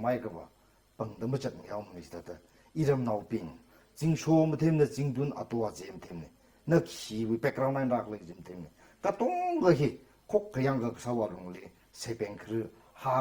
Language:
Tangkhul Naga (India)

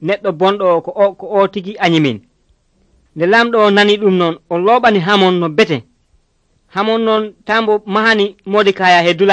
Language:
Nigerian Fulfulde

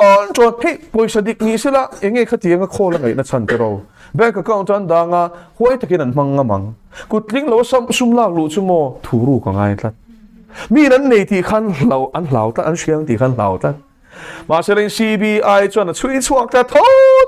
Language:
Mizo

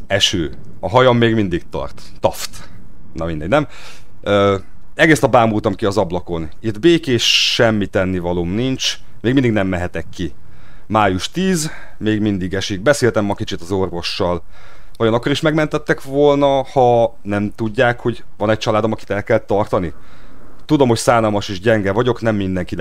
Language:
Hungarian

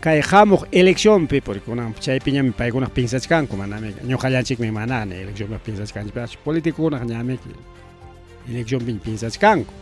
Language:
Ayacucho Quechua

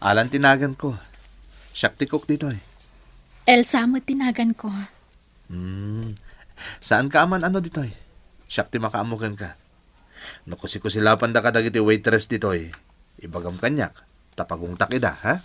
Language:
Iloko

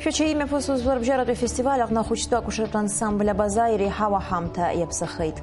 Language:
Abkhazian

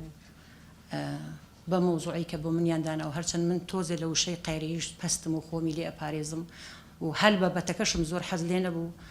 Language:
Central Kurdish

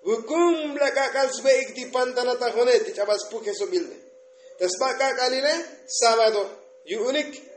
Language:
Tzotzil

